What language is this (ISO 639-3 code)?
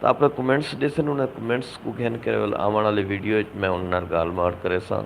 skr